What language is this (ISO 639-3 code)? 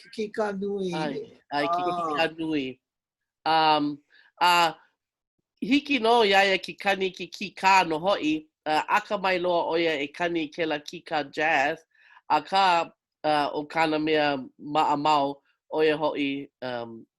haw